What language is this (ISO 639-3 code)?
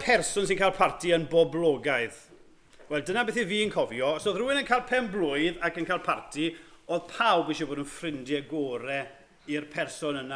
cym